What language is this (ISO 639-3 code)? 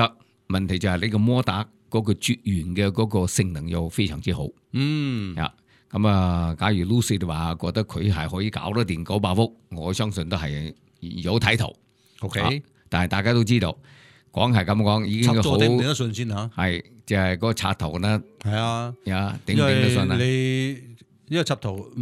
yue